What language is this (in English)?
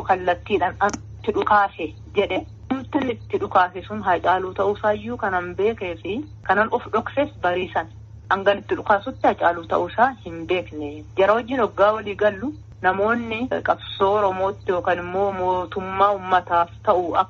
Oromo